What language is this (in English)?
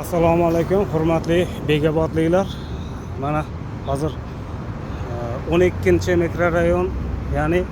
Uzbek